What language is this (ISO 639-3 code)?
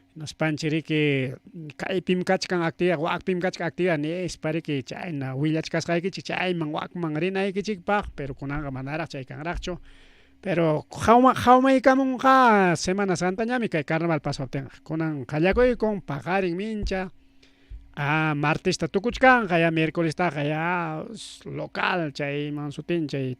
quy